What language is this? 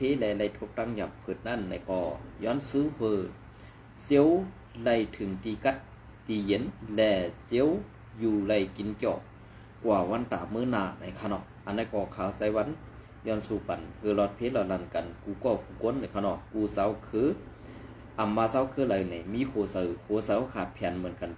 Shan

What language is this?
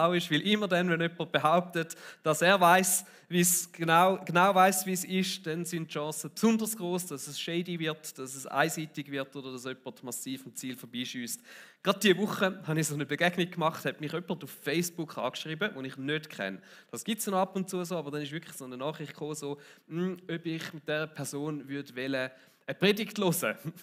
Swiss German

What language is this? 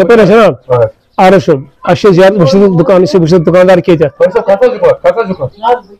Kashmiri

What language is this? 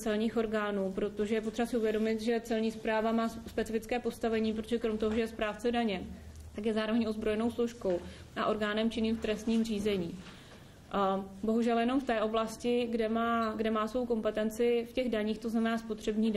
Czech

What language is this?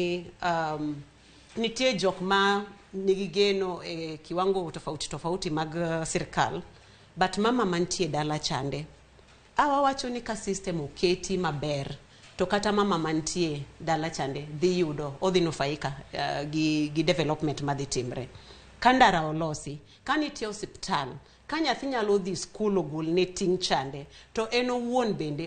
Luo (Kenya and Tanzania)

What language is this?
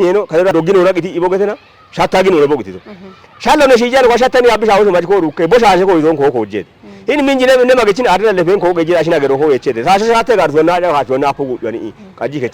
Kafa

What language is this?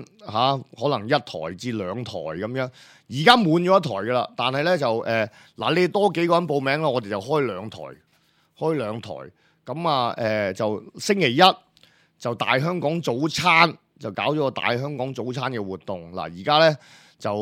Cantonese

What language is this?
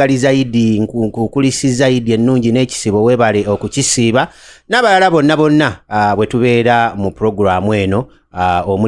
Ganda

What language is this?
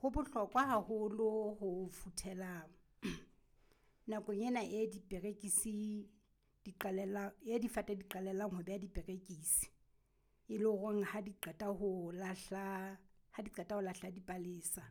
Southern Sotho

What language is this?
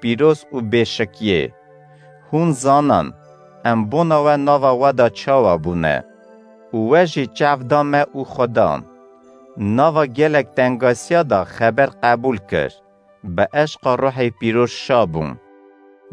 Kurdish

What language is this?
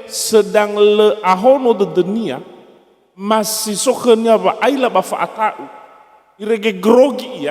Nias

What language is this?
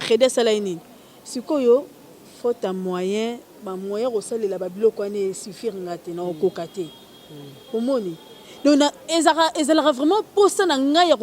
Lingala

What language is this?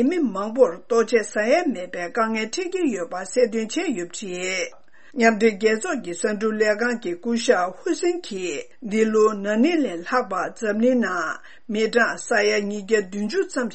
Tibetan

